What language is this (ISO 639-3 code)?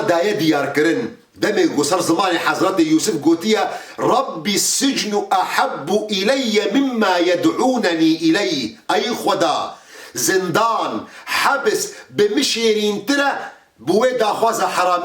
kur